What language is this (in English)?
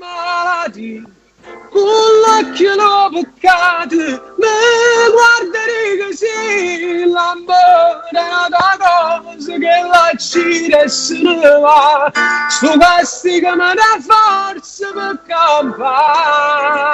Neapolitan